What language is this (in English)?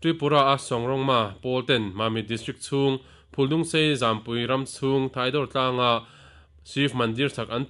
Mizo